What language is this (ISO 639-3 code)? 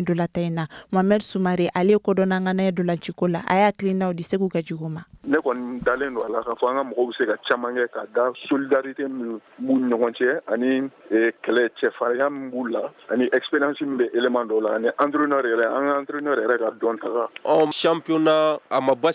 bam